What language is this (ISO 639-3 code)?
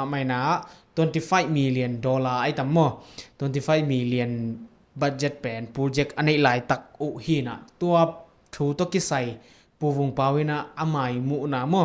ctd